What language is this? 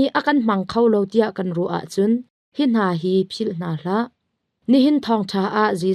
Hakha Chin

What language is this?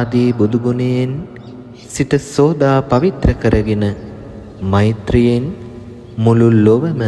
Sinhala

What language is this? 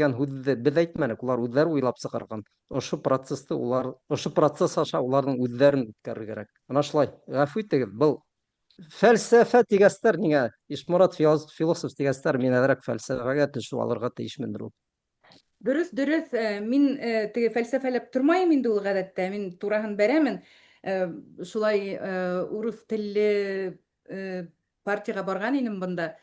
Bashkir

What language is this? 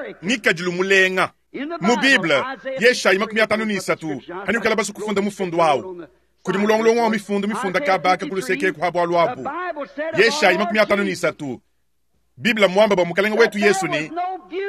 Luba-Lulua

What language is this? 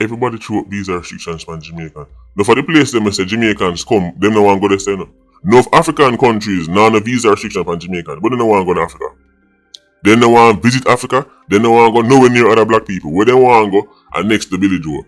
Jamaican Creole English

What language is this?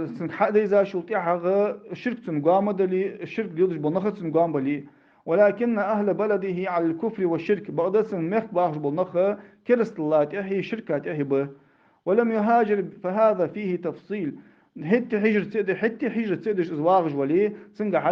Ingush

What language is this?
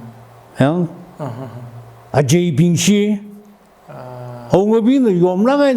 Tangkhul Naga (India)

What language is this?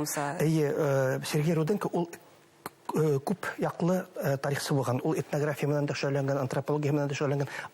Bashkir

